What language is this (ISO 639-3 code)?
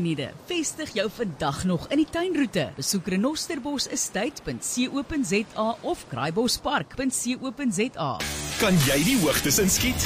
afr